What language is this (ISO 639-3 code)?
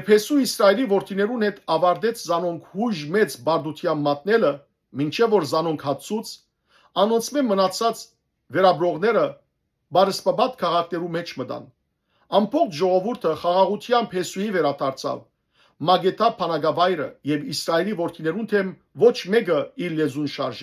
hyw